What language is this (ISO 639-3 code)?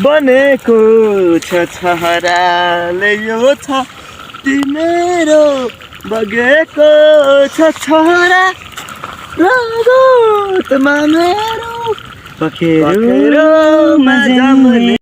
nep